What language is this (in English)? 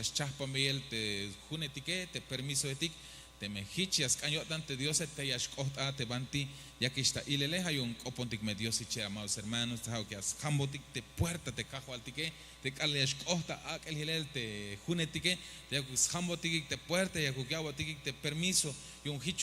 Tzeltal